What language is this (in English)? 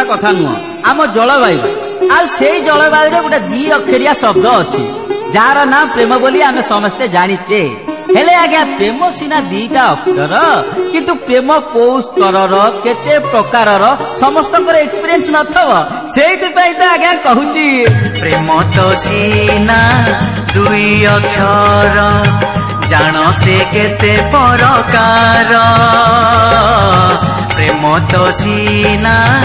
Odia